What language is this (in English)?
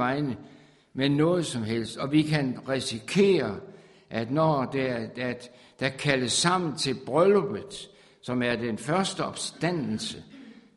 Danish